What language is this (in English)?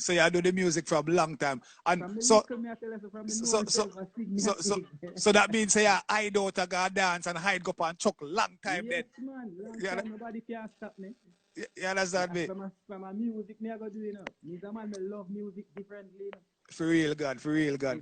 Jamaican Creole English